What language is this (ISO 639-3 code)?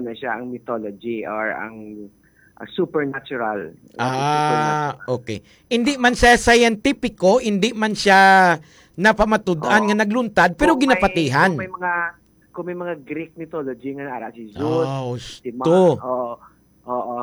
hil